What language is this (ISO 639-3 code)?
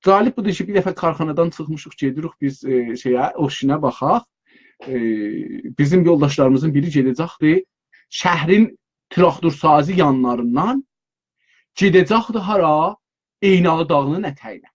azb